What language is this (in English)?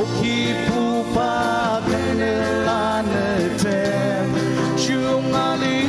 Ao Naga